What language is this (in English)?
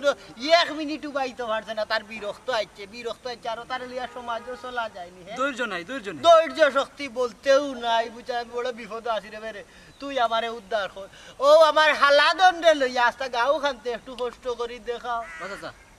Sylheti